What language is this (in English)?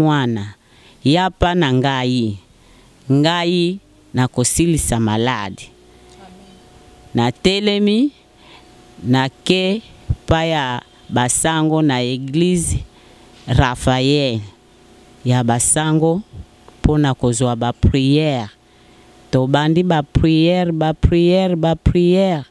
Lingala